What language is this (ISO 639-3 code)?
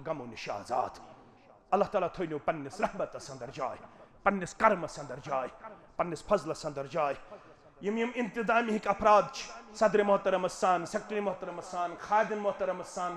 kas